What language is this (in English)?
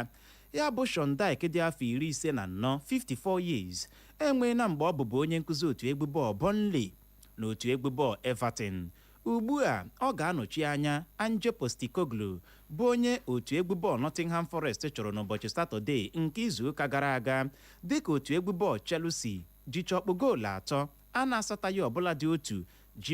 Igbo